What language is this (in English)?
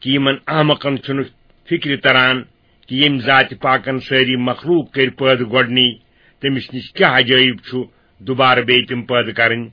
Kashmiri